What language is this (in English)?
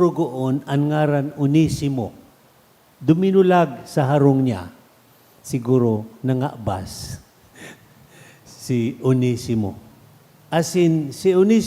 Bikol